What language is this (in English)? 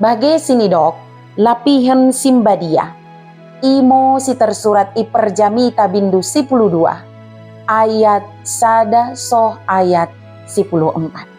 Batak Dairi